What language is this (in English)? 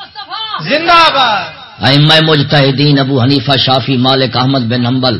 Saraiki